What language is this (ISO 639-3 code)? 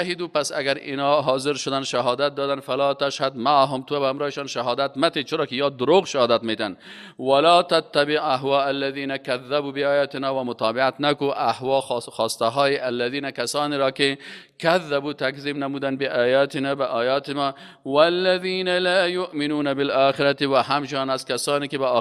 fas